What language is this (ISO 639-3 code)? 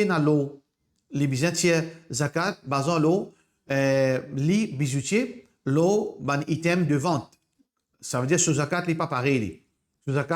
mfe